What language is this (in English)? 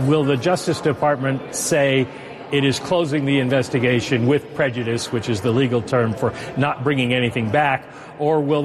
English